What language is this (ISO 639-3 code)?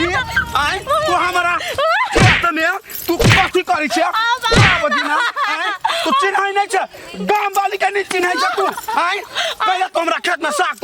mai